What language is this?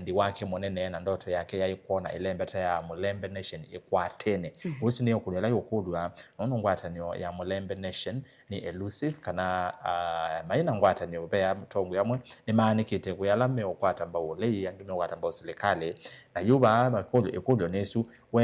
Kamba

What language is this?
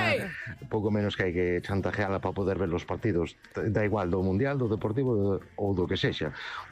Galician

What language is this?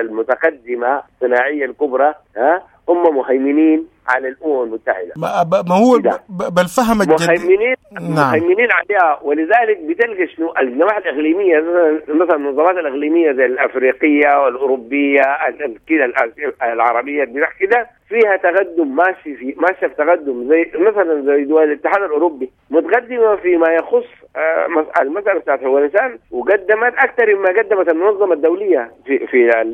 Sudanese Arabic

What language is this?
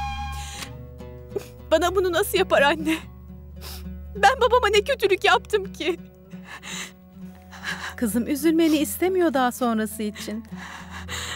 Turkish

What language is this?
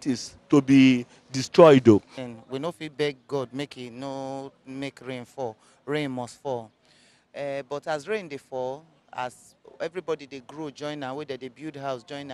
Nigerian Pidgin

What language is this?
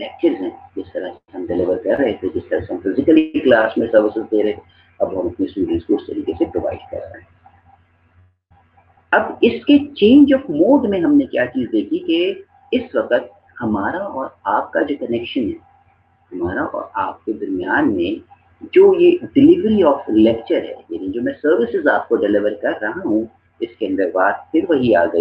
Urdu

